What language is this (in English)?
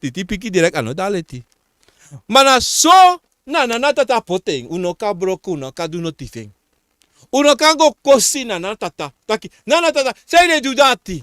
Sranan Tongo